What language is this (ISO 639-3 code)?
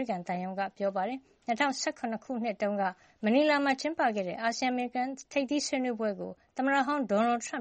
mya